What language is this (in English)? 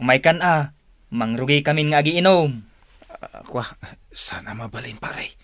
Iloko